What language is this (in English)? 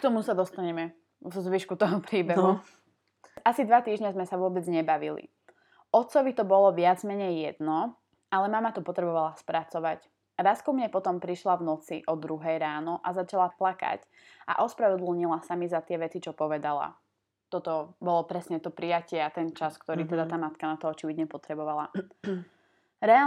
Slovak